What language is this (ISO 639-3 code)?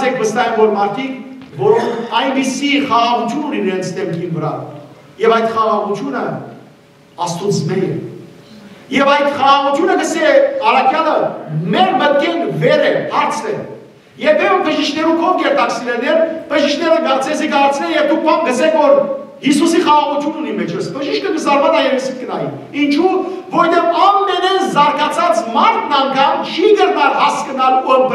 hyw